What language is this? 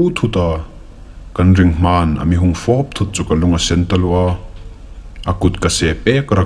Hmar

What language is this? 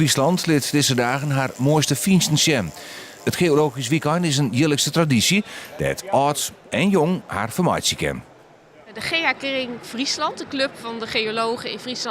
Western Frisian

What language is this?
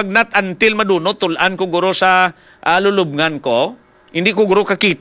Hiligaynon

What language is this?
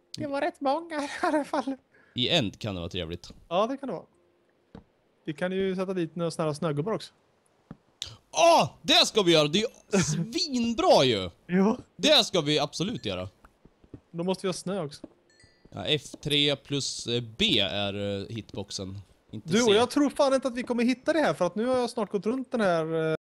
Swedish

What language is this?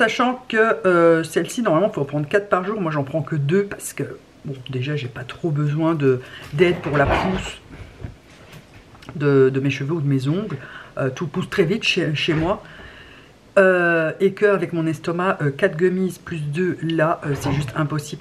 French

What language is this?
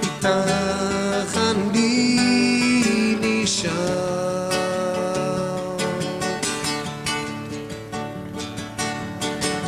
Hebrew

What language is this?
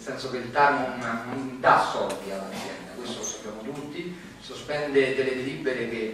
Italian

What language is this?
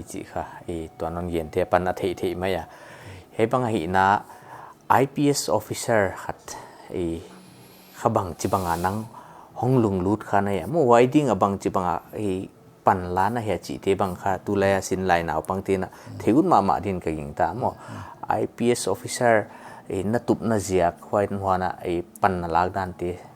Paite Chin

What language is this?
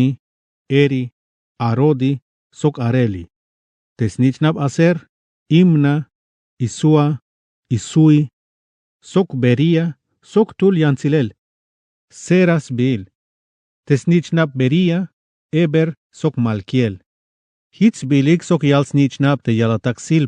Tzeltal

